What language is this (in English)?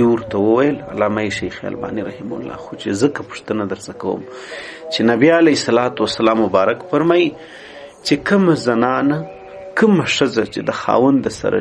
Pashto